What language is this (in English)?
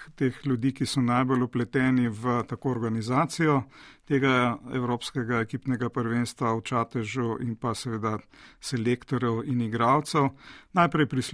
Slovenian